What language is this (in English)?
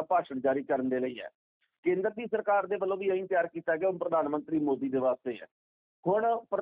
Punjabi